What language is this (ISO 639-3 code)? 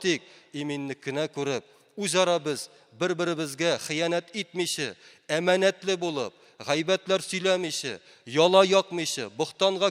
tat